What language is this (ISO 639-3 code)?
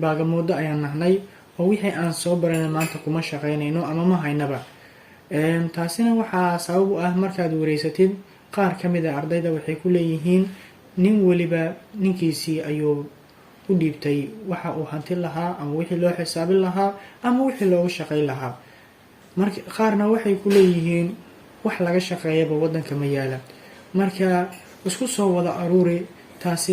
som